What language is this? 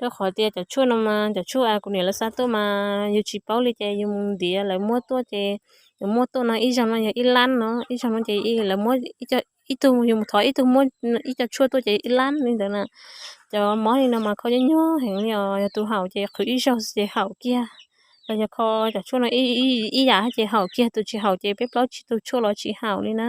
Hmong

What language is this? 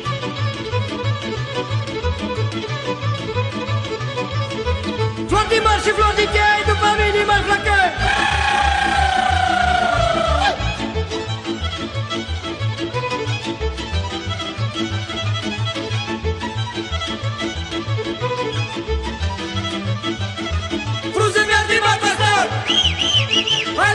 Romanian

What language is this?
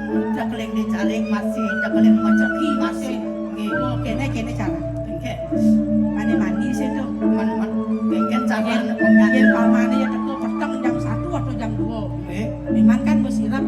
Balinese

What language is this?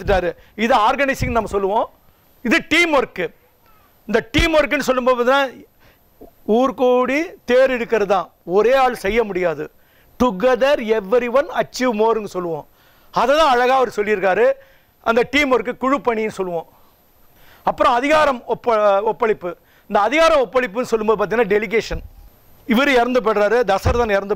Tamil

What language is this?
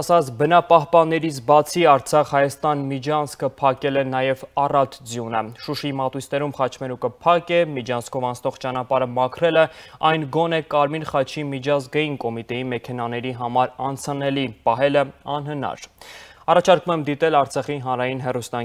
Armenian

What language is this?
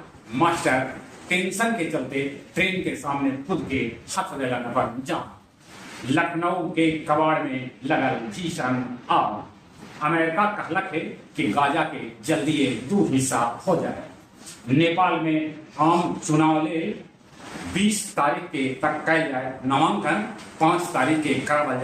Magahi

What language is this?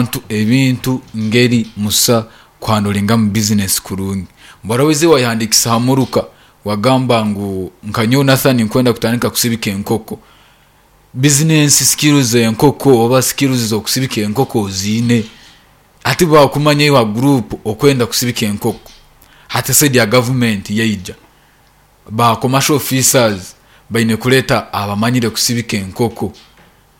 Nyankole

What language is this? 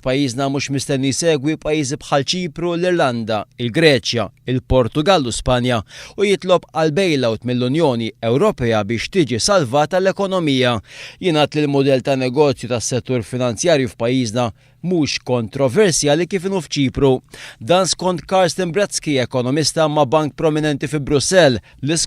Maltese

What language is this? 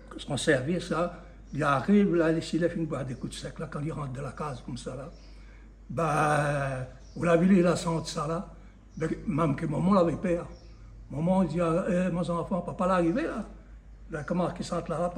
Réunion Creole French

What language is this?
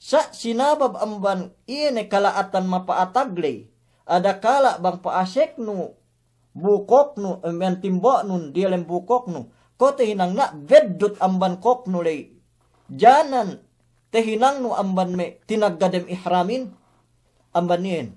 Yakan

